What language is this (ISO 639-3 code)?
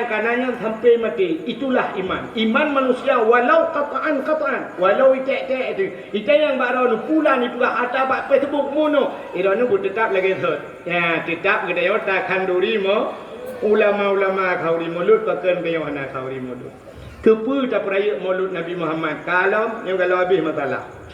ace